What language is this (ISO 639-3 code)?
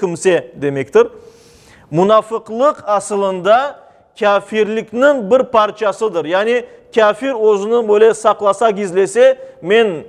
crh